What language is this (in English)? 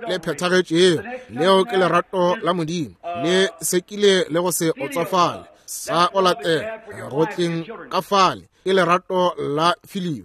Northern Sotho